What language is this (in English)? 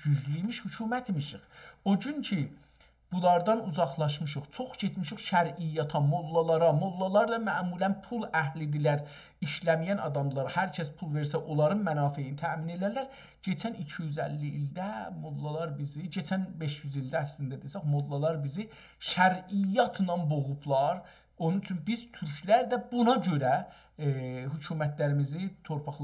South Azerbaijani